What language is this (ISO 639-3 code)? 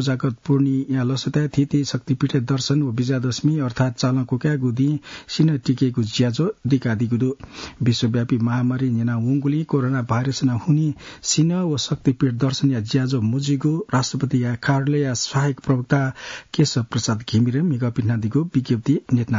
new